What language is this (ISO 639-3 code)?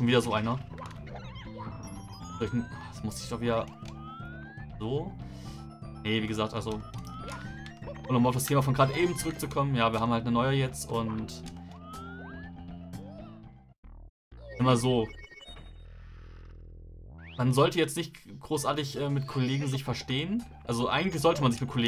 deu